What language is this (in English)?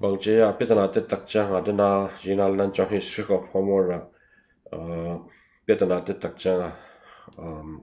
Tedim Chin